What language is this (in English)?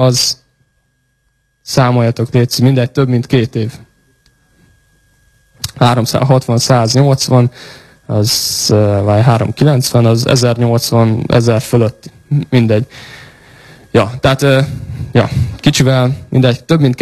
Hungarian